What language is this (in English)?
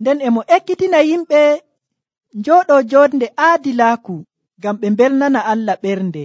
Nigerian Fulfulde